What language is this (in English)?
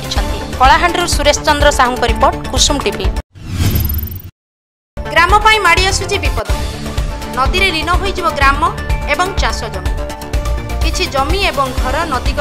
Odia